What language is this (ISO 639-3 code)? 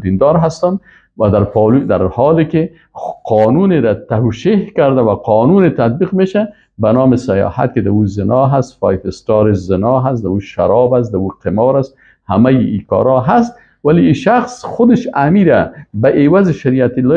fas